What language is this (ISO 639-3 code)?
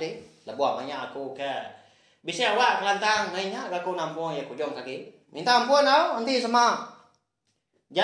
iba